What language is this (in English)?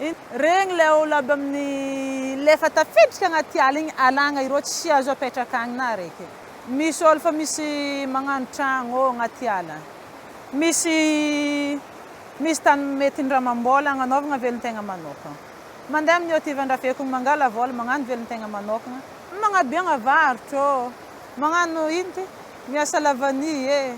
Malagasy